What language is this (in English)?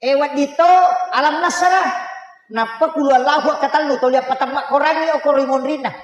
Buginese